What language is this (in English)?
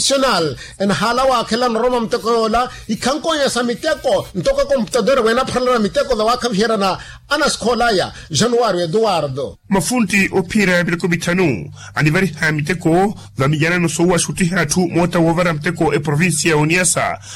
Makhuwa